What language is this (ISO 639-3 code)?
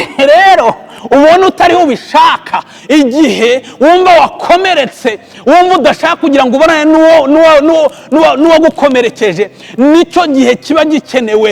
kin